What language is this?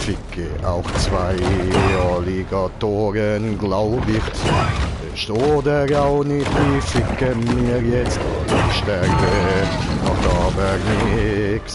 Swiss German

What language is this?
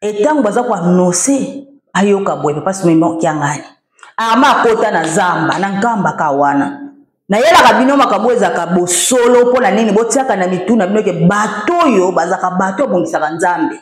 Lingala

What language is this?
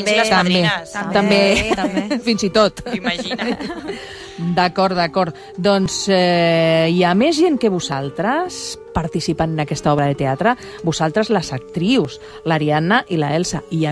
Catalan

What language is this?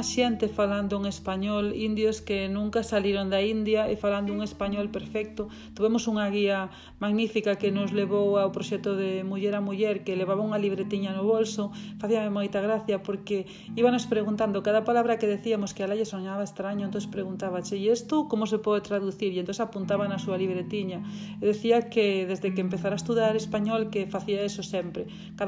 Galician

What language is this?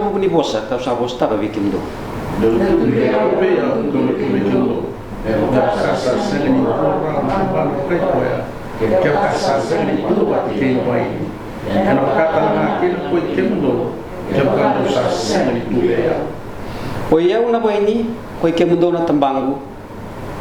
Fijian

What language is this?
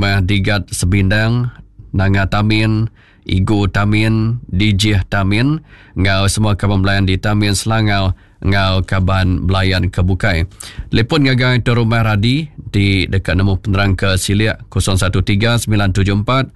Iban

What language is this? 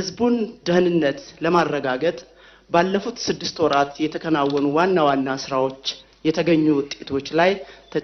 Amharic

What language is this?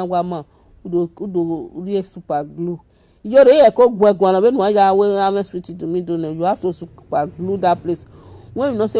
Nigerian Pidgin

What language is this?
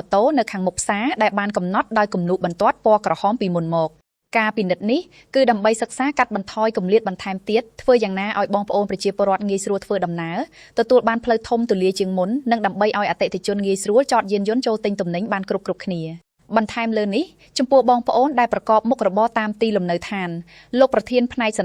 Khmer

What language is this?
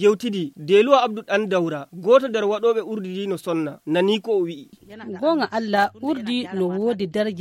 Nigerian Fulfulde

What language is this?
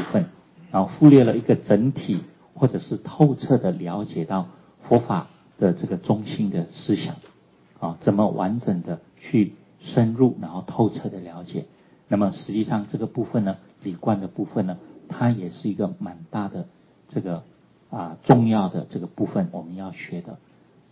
Chinese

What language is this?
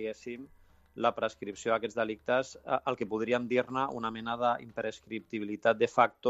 Catalan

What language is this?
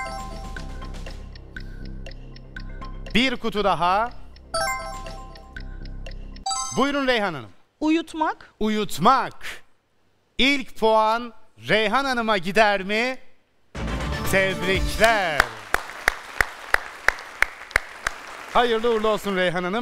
Turkish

